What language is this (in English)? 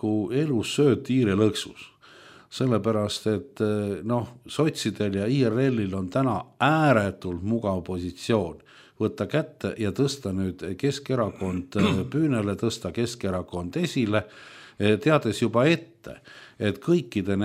Estonian